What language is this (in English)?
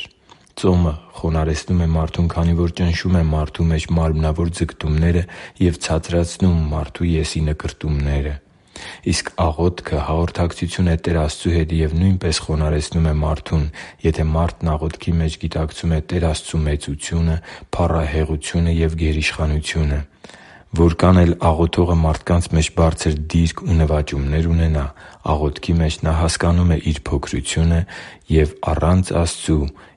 Armenian